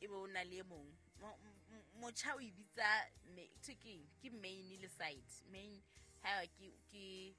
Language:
Southern Sotho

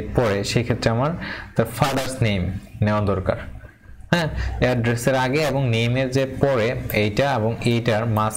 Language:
Bangla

